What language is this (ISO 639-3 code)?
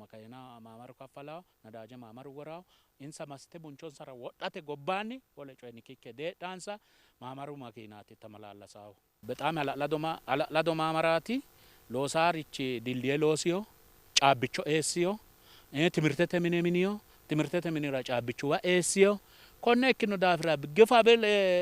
sid